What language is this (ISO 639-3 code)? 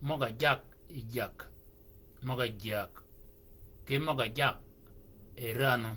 shk